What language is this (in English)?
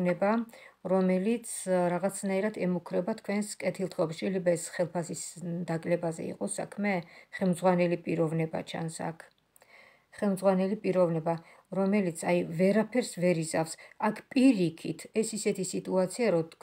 Georgian